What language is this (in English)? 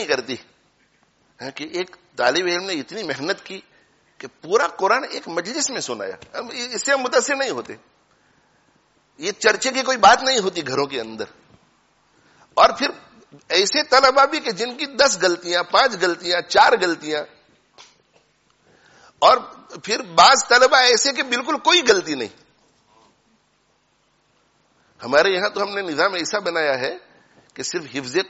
Urdu